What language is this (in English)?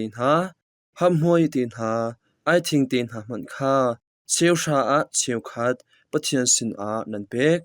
Hakha Chin